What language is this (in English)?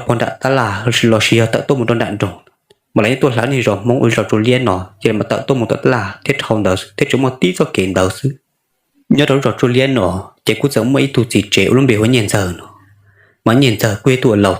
Hmong